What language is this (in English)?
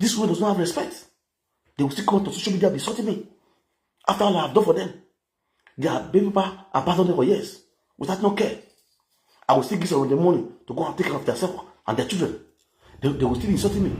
Nigerian Pidgin